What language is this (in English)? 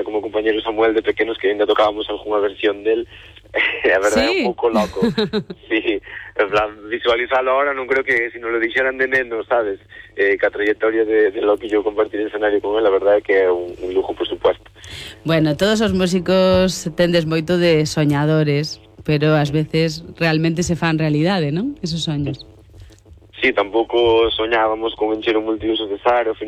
Galician